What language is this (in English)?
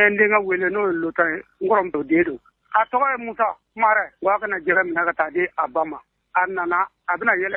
Bambara